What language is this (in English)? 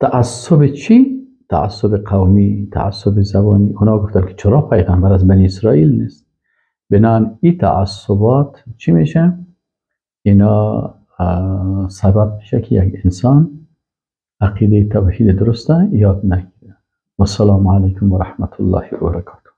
Persian